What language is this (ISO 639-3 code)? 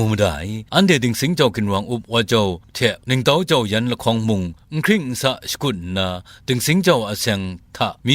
kac